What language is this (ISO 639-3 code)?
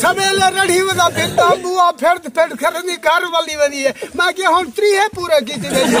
skr